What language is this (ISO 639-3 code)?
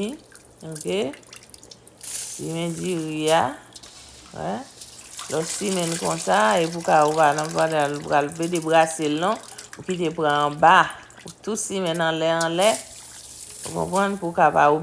hat